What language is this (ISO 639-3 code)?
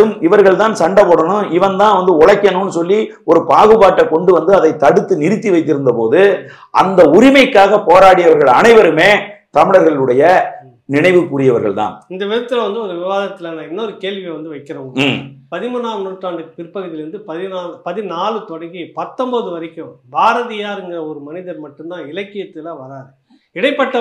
tam